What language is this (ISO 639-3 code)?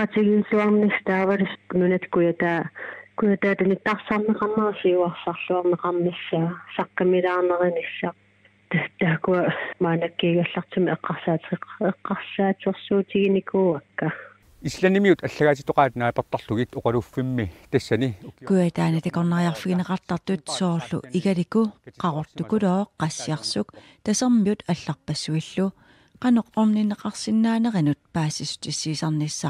kal